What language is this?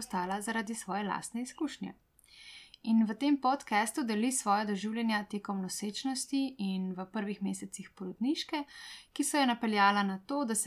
Slovenian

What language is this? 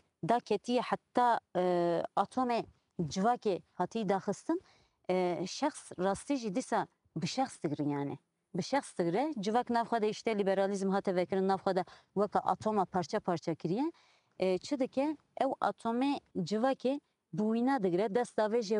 Kurdish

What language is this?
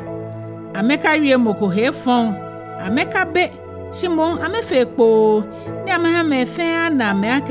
Ga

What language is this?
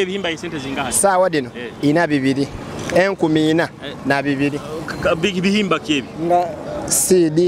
Nyoro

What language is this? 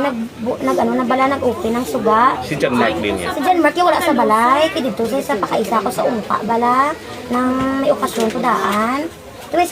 Hiligaynon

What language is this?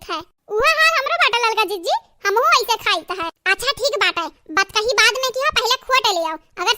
Awadhi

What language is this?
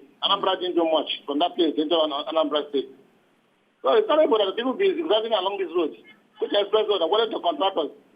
Nigerian Pidgin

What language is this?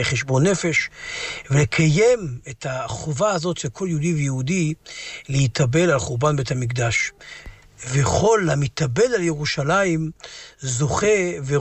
Hebrew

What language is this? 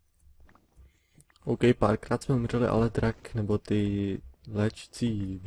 Czech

